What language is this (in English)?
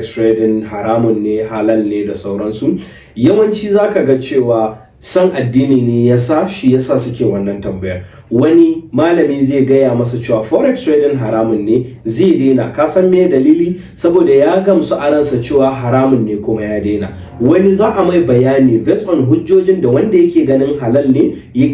Hausa